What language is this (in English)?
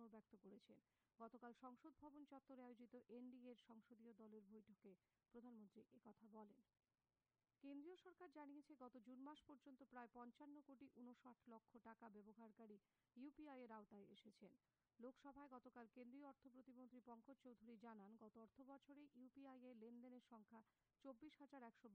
Bangla